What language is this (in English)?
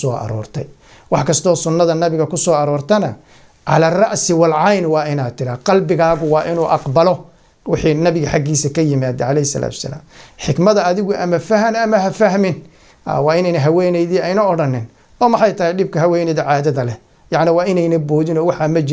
Somali